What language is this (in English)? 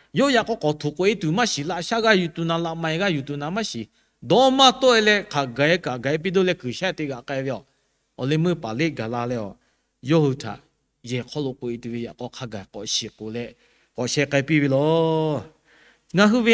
Lahu